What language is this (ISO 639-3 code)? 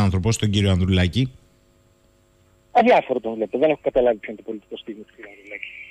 ell